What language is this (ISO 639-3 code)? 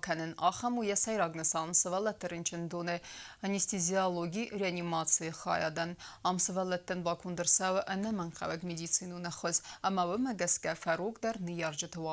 oss